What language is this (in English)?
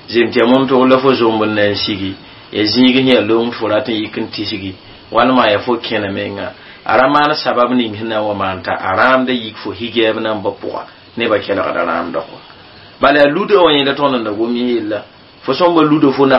Mossi